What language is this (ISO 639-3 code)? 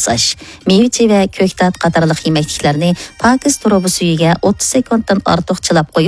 uig